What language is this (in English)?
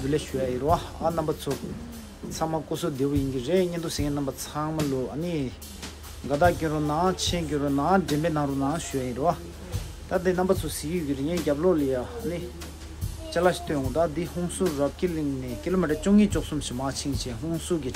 Tibetan